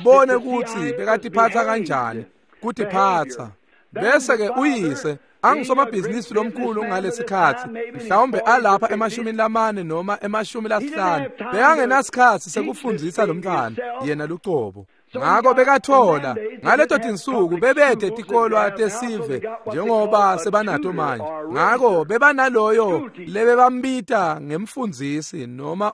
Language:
Swati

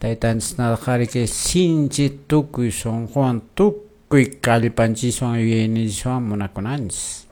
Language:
Quechua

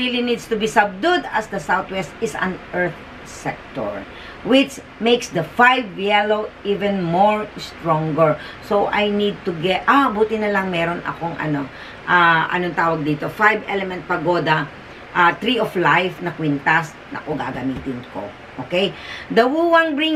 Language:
Filipino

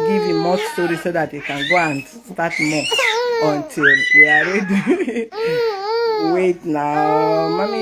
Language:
Nigerian Pidgin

